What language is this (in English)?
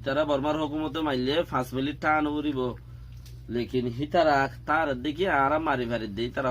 Rohingya